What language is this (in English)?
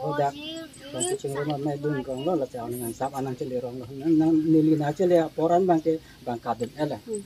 Karbi